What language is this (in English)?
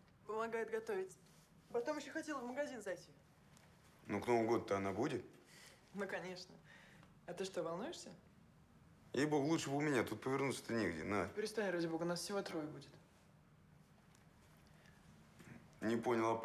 Russian